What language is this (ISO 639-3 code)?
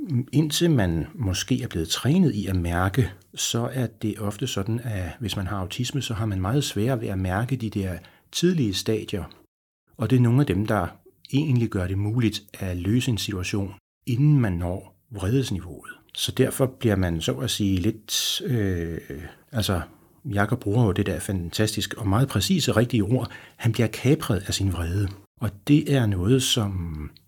dan